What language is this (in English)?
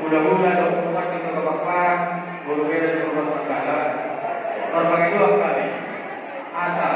Batak Toba